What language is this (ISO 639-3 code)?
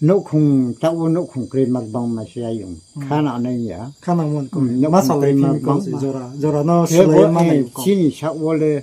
ria